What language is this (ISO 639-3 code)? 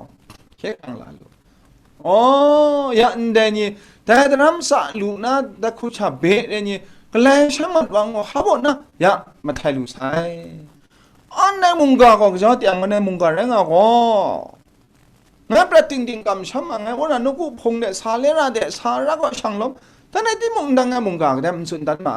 kac